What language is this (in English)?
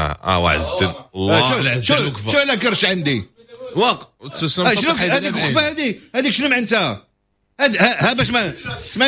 Moroccan Arabic